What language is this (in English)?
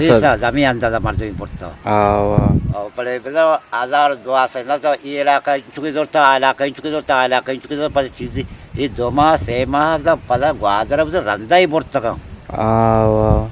Eastern Balochi